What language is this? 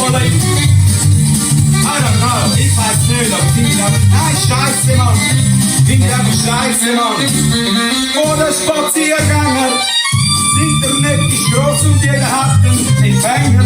Swiss German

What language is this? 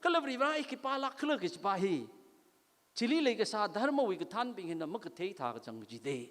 Tangkhul Naga (India)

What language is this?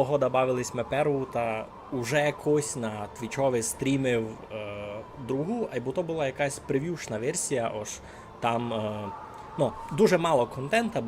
Rusyn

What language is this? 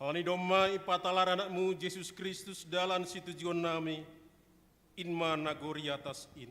Batak Simalungun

